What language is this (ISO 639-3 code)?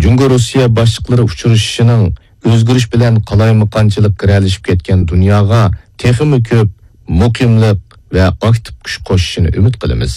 uig